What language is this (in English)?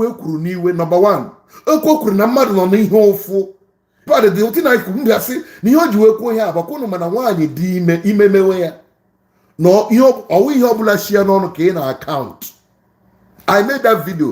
Igbo